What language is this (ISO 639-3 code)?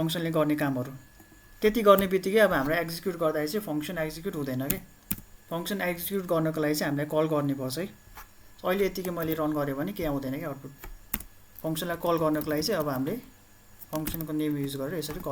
nep